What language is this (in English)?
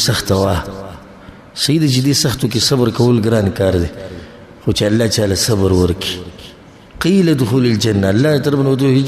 Pashto